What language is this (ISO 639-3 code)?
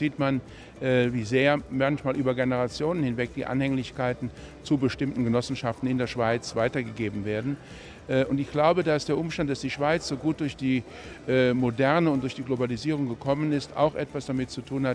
gsw